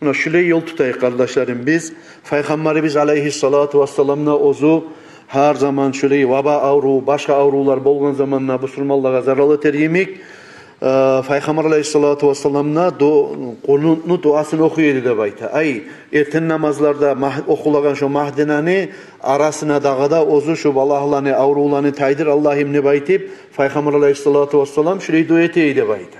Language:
Kumyk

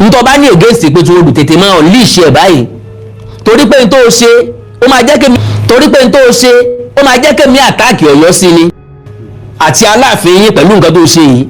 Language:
Yoruba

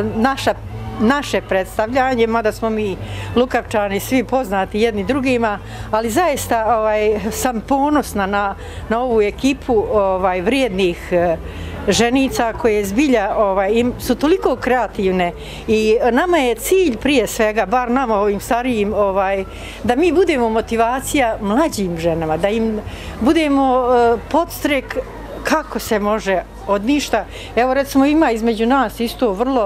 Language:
Bosnian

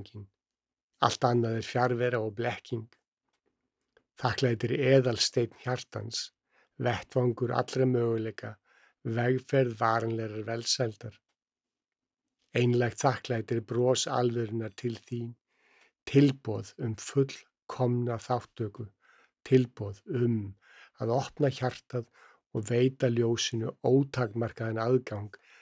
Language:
Icelandic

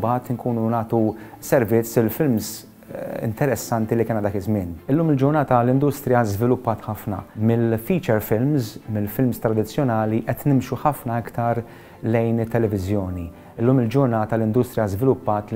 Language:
Maltese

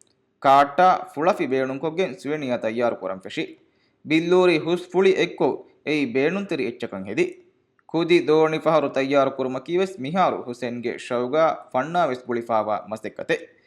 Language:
Divehi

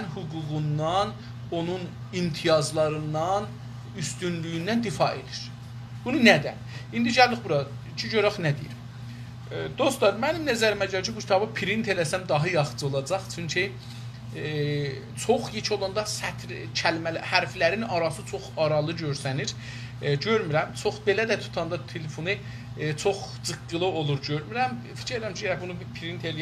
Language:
South Azerbaijani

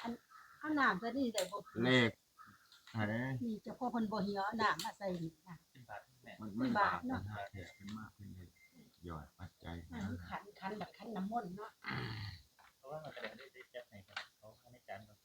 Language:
Northeastern Thai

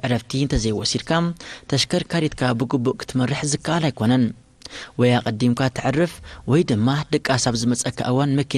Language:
Tigrinya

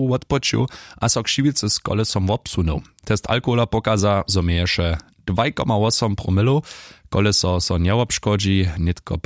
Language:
Upper Sorbian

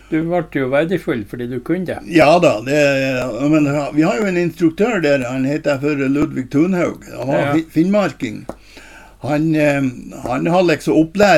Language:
Norwegian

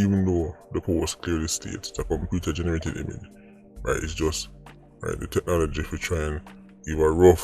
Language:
Jamaican Creole English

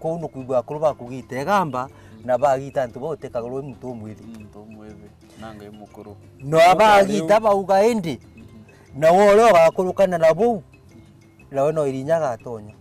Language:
Meru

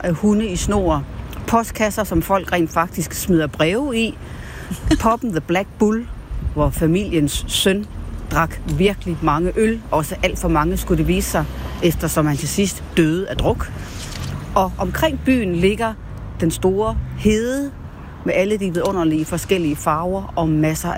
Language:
Danish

